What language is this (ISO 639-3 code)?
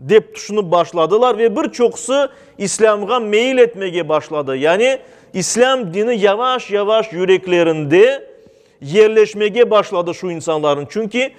crh